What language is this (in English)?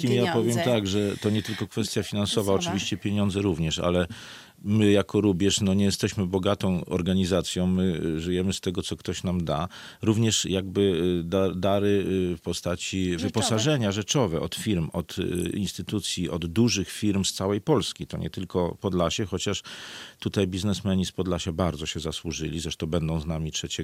Polish